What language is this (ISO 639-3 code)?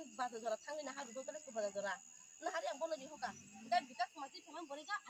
trp